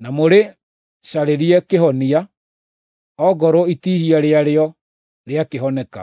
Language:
Kikuyu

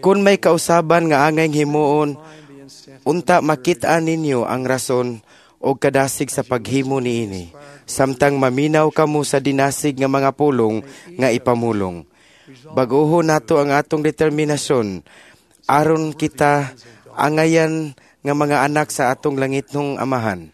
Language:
Cebuano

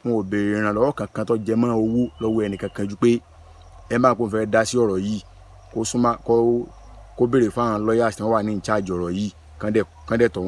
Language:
Yoruba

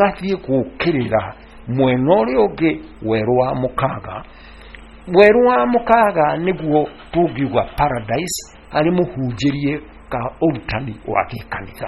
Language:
Kikuyu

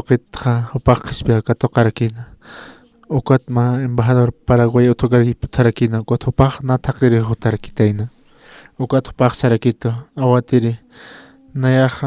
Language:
Aymara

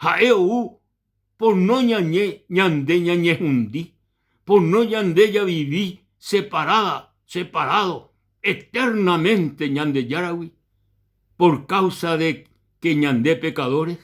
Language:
Guarani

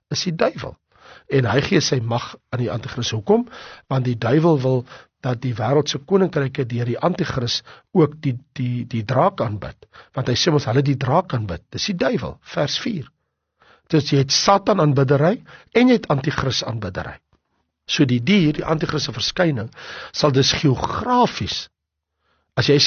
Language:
Afrikaans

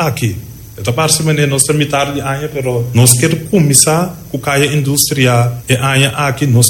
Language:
Papiamento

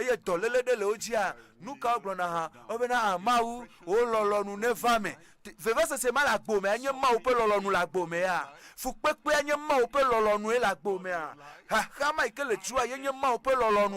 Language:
Ewe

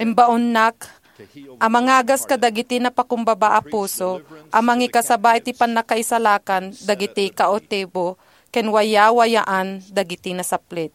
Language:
Iloko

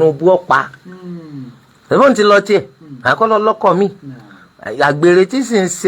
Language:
Yoruba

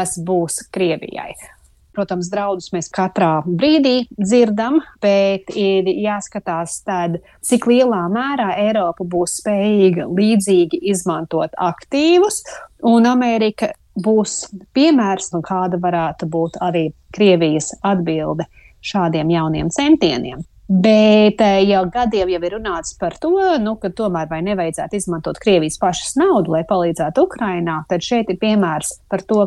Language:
Latvian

